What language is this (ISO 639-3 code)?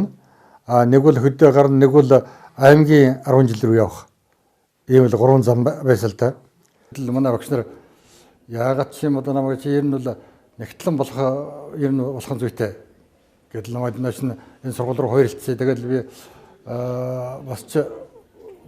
mon